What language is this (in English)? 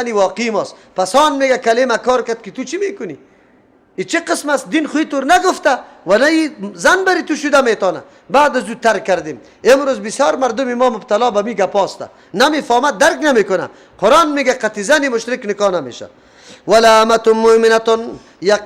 Persian